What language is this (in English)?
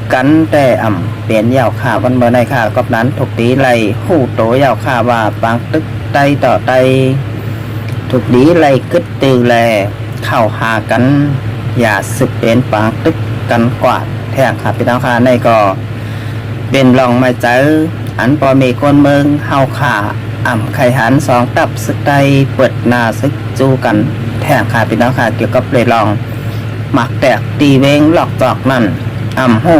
Shan